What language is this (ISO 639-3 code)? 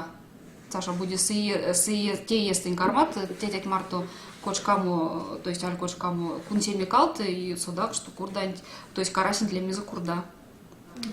myv